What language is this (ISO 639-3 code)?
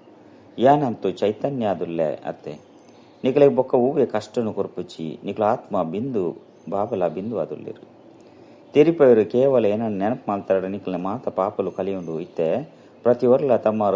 tcy